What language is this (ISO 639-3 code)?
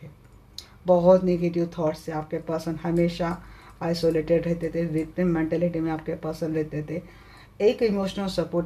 hin